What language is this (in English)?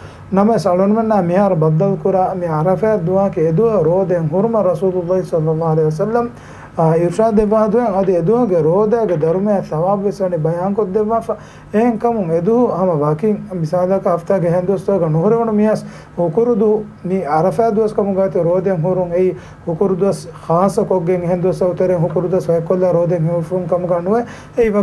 Divehi